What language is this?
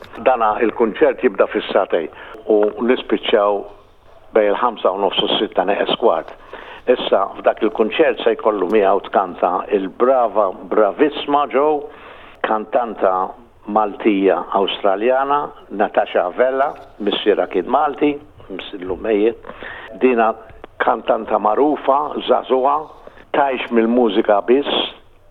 Maltese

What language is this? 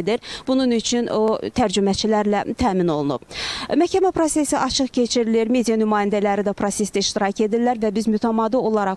Azerbaijani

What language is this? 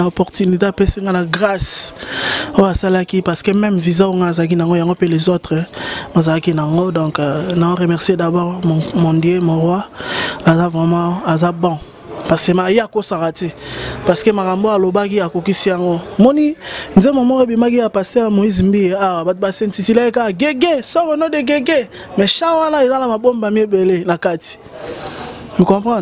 Lingala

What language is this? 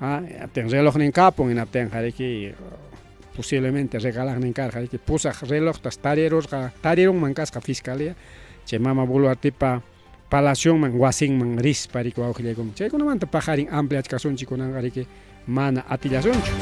Ayacucho Quechua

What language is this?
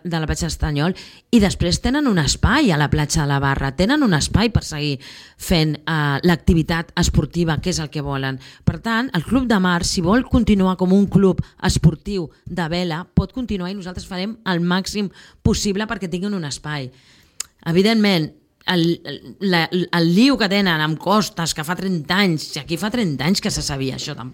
Catalan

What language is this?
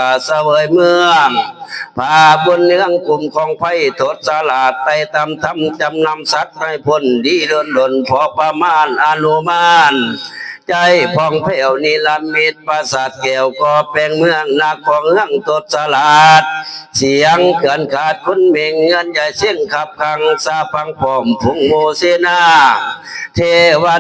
Northeastern Thai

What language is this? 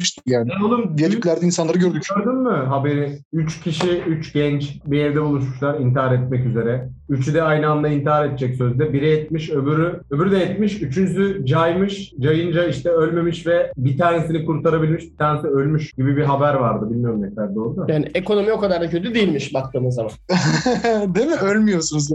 Turkish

